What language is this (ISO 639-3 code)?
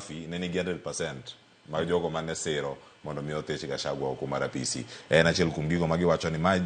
luo